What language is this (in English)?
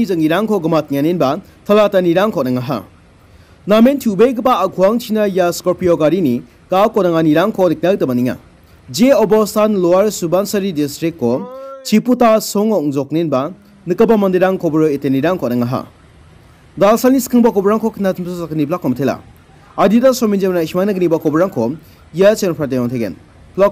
Garo